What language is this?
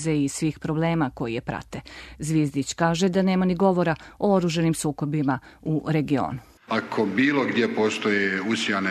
Serbian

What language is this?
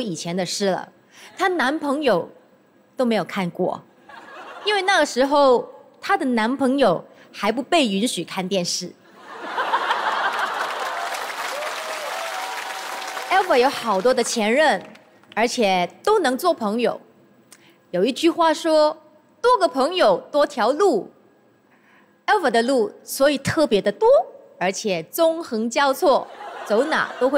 Chinese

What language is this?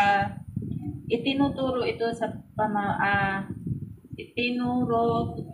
Filipino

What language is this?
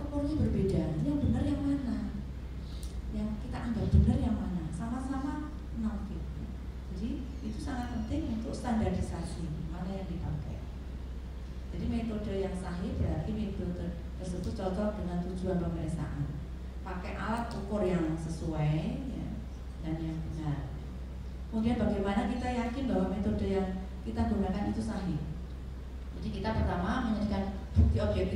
Indonesian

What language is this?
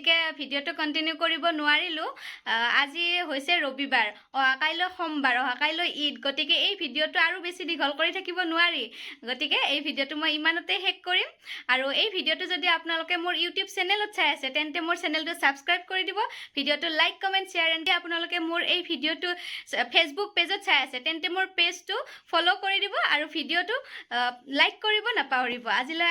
Assamese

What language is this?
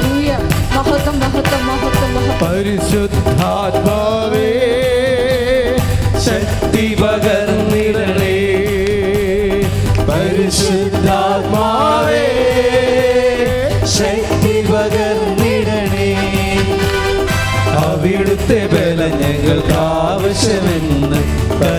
Malayalam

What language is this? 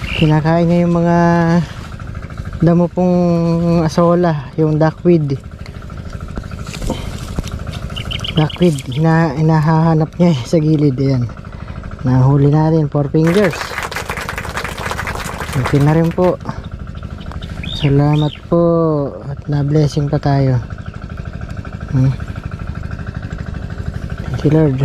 Filipino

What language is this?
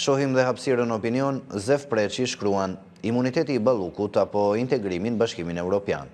Albanian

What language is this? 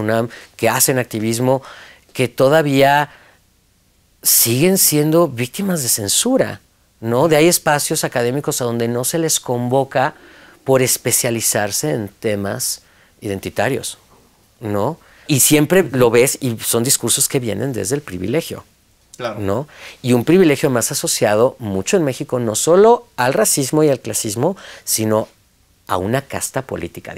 Spanish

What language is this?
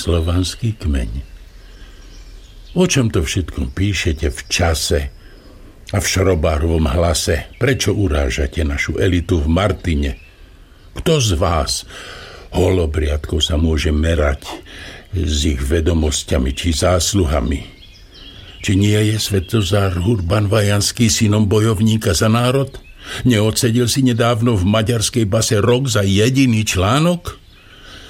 Slovak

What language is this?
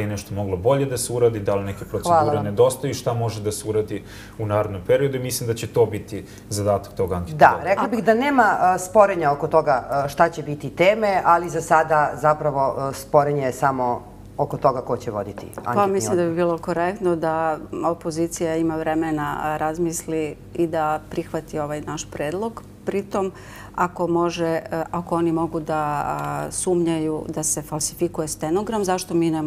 Serbian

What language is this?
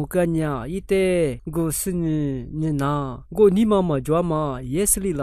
Lisu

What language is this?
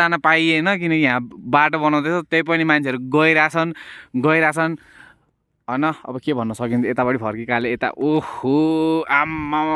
Nepali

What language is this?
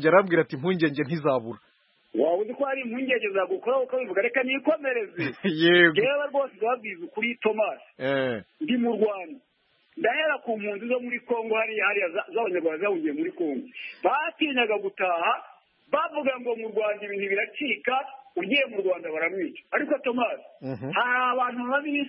Kinyarwanda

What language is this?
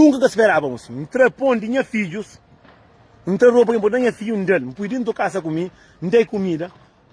Kabuverdianu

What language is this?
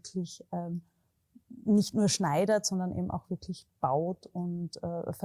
German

